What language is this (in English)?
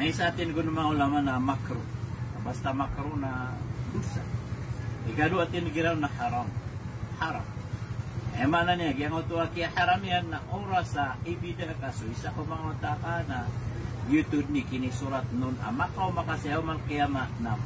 Maranao